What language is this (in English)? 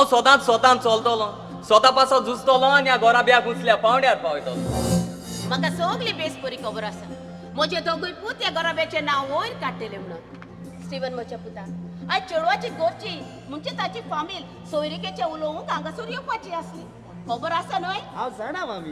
Konkani